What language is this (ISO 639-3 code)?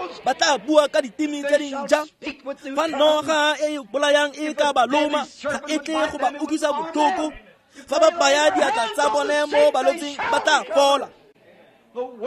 tsn